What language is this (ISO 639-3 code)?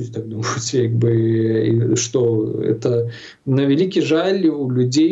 bel